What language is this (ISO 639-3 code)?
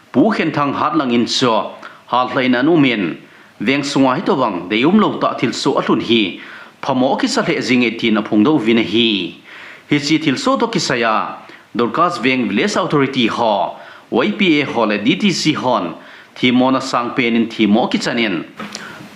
tcz